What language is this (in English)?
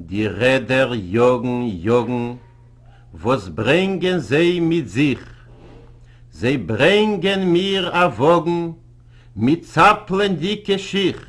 Yiddish